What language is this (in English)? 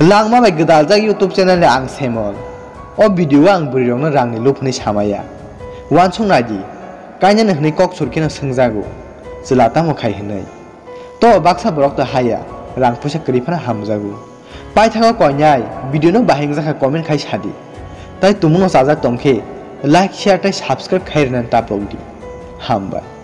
Kok Borok